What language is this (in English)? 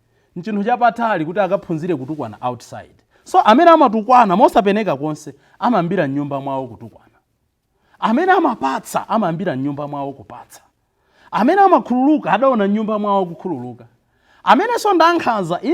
Nyanja